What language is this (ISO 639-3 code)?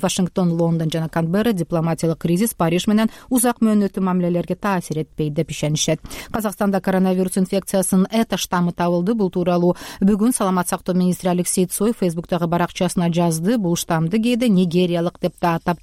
kir